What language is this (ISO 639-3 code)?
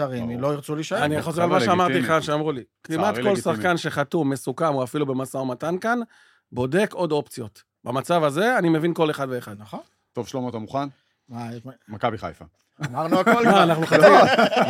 heb